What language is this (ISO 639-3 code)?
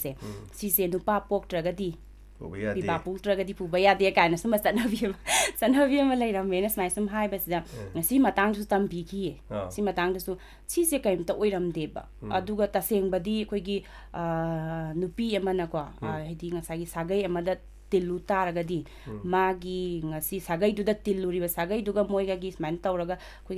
mni